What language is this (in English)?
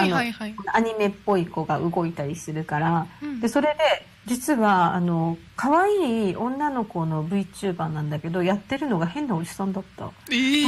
Japanese